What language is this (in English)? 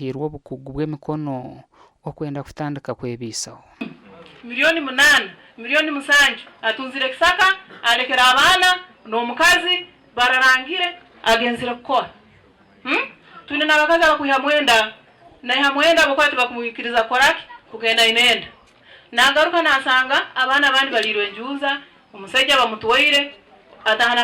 Nyankole